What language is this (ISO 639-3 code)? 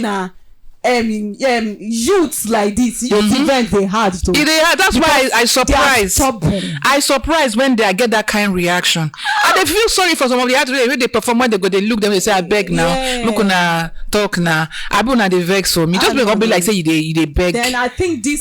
pcm